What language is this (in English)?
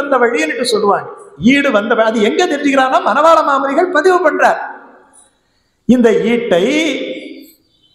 Tamil